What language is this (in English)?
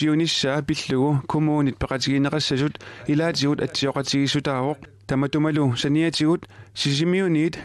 Kalaallisut